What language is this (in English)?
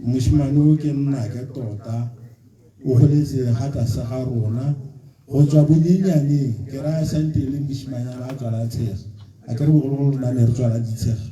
Tswana